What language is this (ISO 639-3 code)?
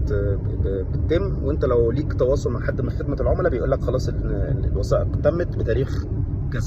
arz